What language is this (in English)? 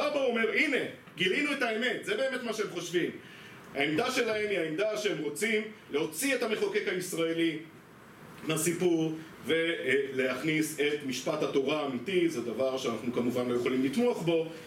Hebrew